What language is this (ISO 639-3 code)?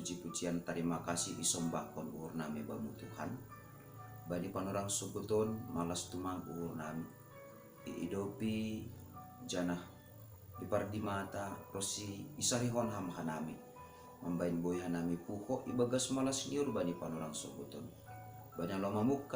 bts